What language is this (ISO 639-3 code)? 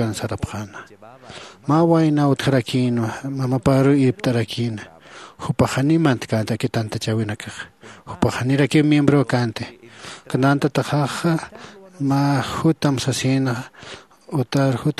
aym